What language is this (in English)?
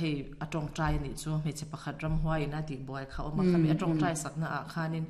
Mizo